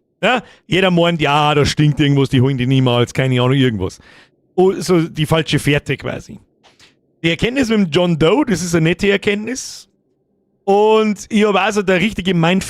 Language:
Bavarian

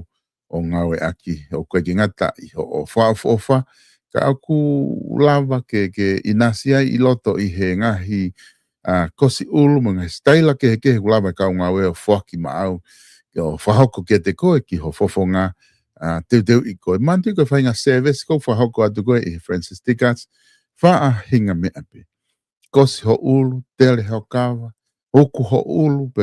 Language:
Tongan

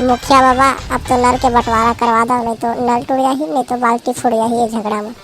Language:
Chhattisgarhi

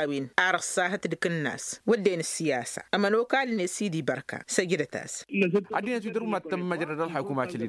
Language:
Tamasheq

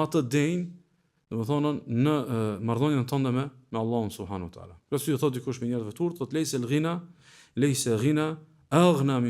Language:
Albanian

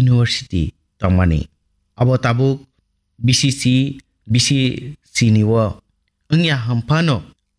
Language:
Kok Borok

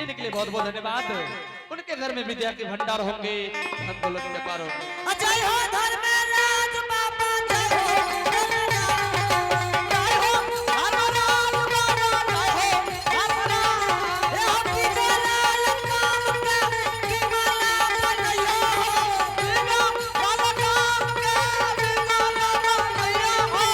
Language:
Angika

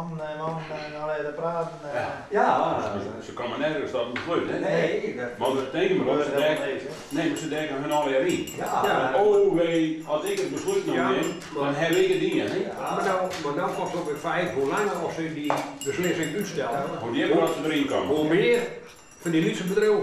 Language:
Western Frisian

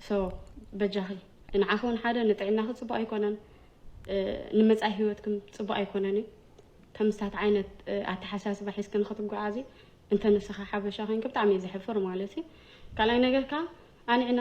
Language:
Tigrinya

